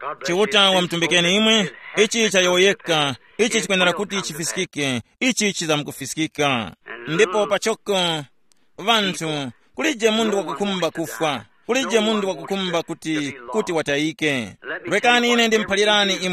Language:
Tumbuka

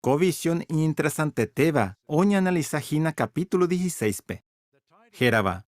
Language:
Guarani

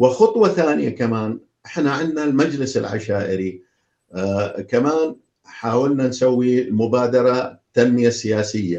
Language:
North Levantine Arabic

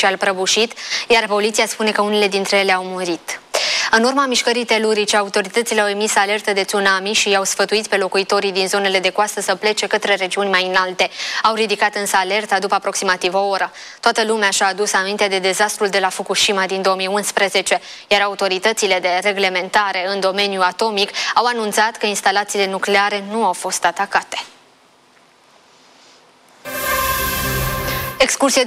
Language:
Romanian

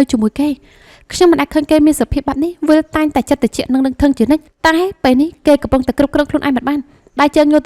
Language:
Khmer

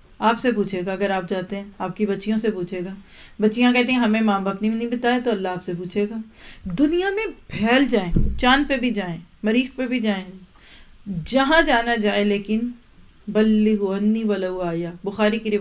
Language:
Urdu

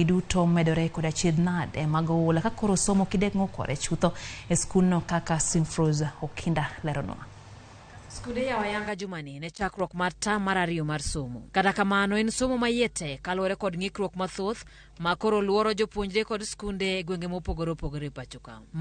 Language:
Luo (Kenya and Tanzania)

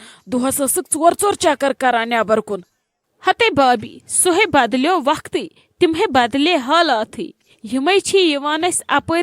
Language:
Kashmiri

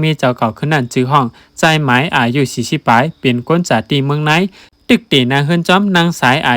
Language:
Shan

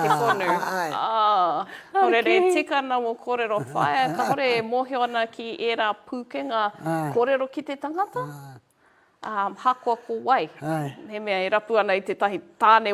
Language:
Māori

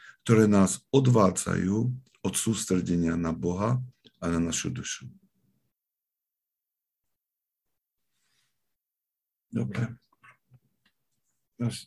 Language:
Slovak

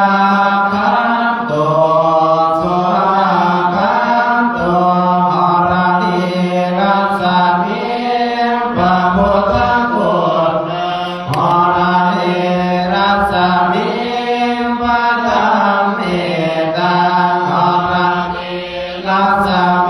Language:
Pali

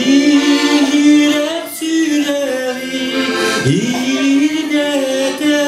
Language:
Yakut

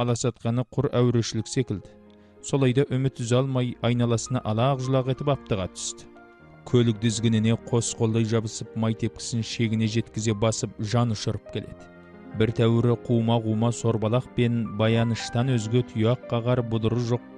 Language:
Kazakh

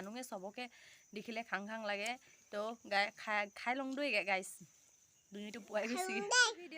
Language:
Assamese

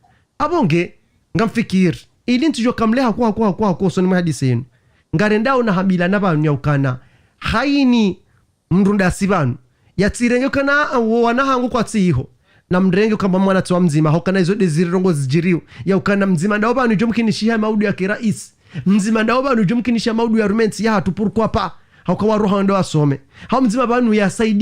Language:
Ngazidja Comorian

